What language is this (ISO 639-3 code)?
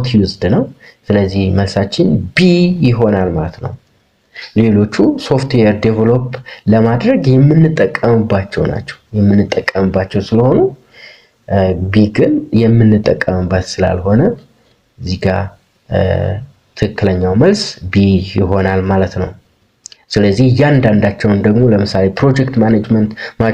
amh